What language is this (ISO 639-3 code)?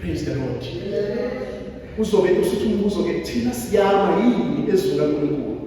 zul